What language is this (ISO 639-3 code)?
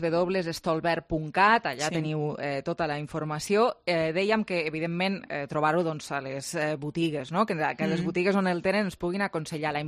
cat